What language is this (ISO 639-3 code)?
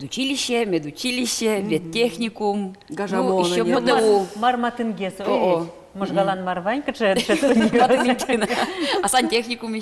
udm